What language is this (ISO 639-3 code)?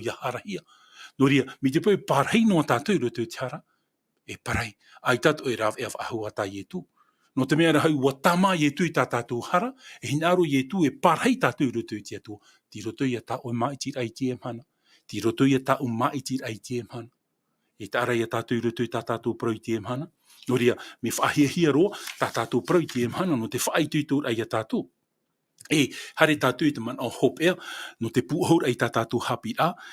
tah